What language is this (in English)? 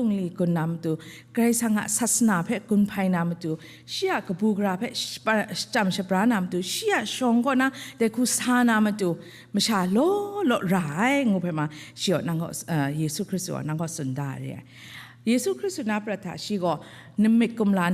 Kachin